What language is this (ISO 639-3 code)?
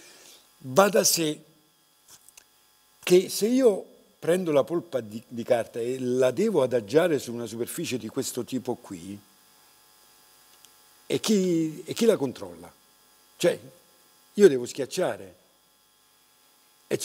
ita